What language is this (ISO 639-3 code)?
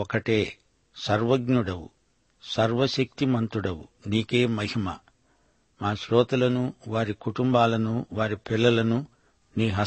tel